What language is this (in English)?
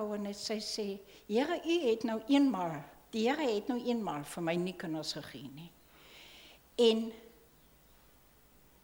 Afrikaans